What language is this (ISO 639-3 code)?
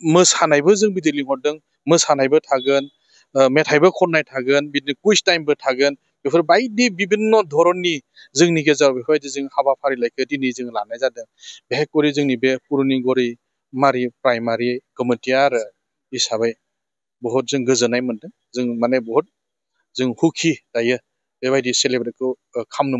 brx